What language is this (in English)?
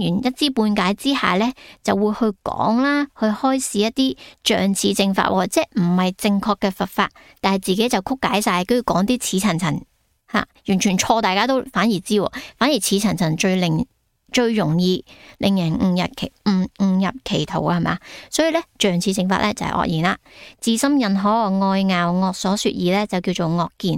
Cantonese